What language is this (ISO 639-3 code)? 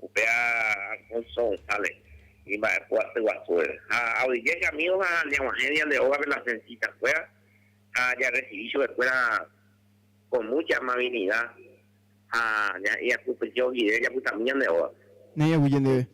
grn